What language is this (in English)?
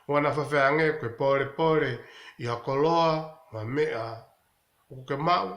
Tongan